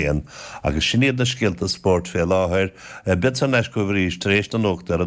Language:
Irish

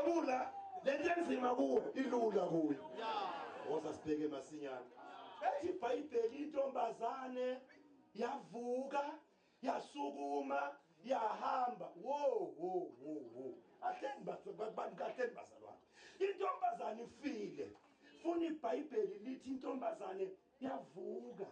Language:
Zulu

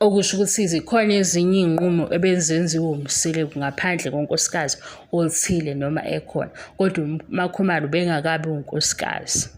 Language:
Zulu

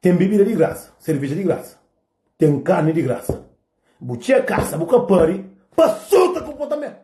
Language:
Kabuverdianu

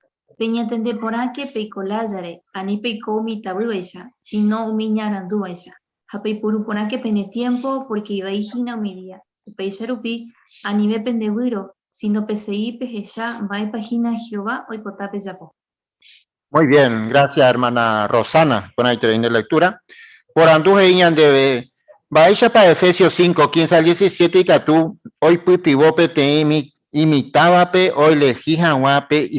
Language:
Guarani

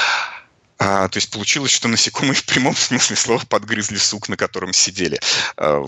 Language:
Russian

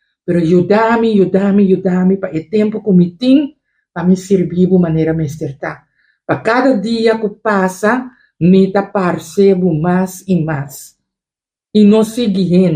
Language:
Papiamento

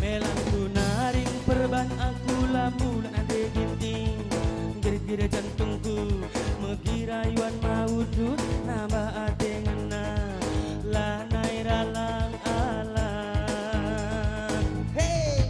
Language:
Batak Karo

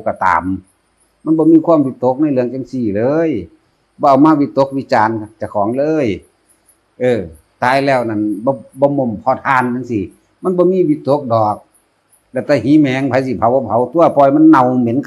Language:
Northeastern Thai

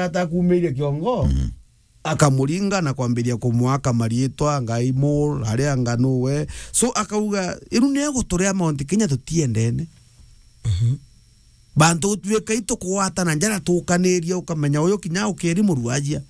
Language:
Meru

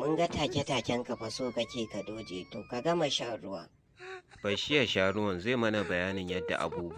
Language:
Hausa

